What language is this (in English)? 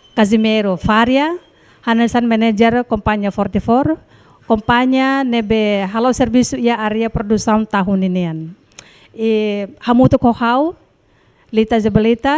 Tetum